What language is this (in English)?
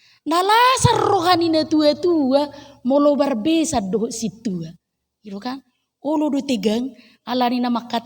Batak Toba